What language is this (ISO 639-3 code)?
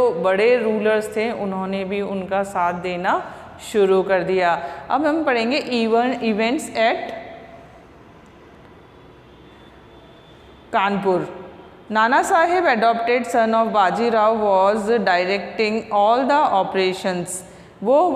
hin